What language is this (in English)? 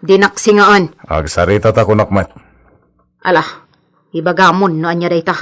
Iloko